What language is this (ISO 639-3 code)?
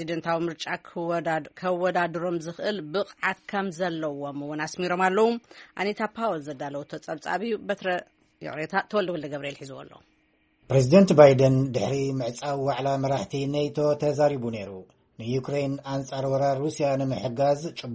tir